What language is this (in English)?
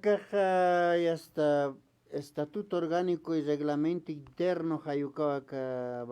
Aymara